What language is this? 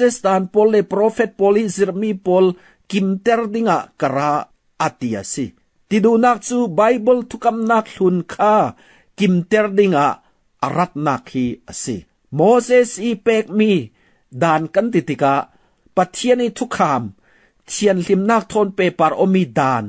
Falam Chin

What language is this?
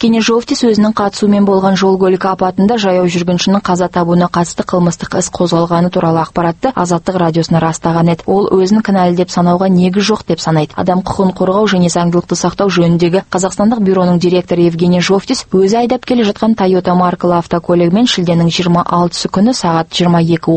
Kazakh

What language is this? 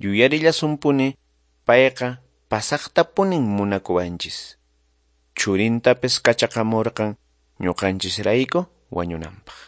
Quechua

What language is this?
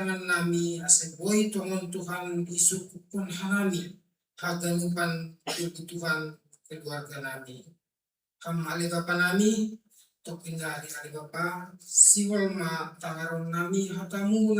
Batak Simalungun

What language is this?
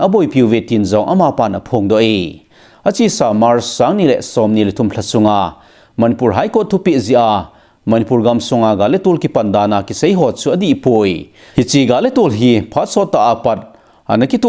Thado Chin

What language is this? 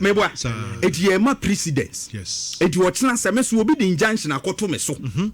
Akan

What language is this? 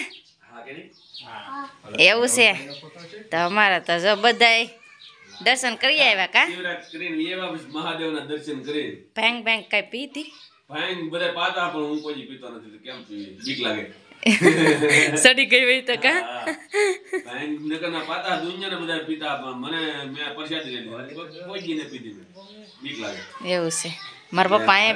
Gujarati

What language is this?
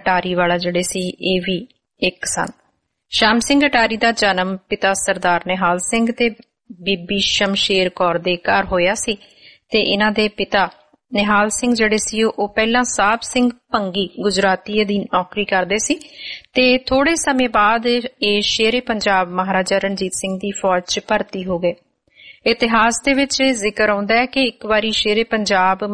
Punjabi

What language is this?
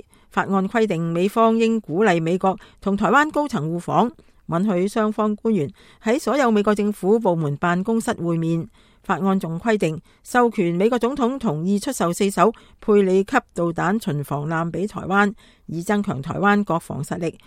Cantonese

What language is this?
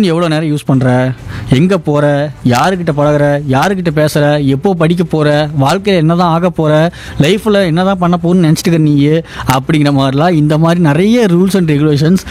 Tamil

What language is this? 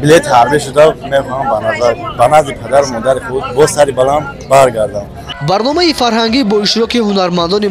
Tajik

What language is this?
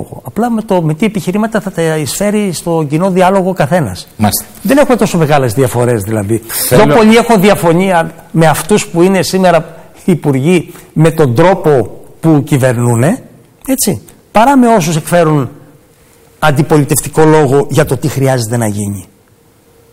Greek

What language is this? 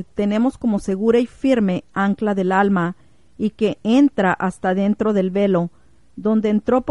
Spanish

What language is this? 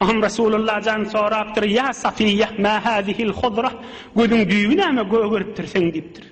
Turkmen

